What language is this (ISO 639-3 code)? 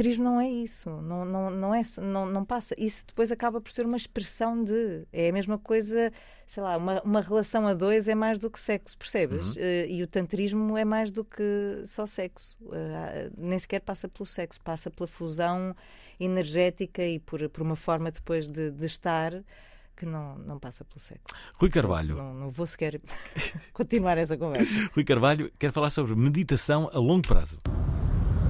por